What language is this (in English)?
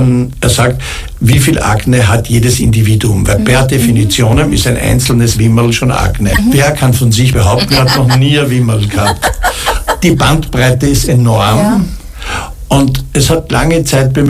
German